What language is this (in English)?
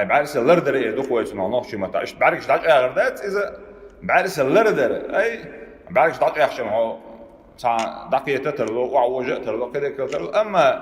Chechen